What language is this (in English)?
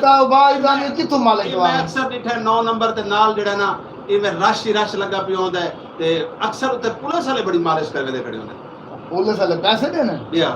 Saraiki